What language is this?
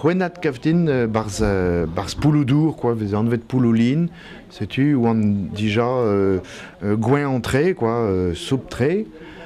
Breton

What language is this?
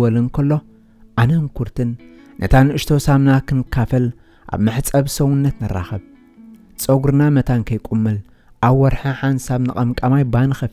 Tigrinya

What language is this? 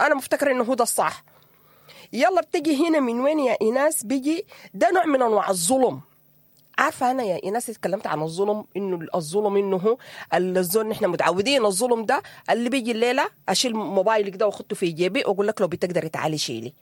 Sudanese Arabic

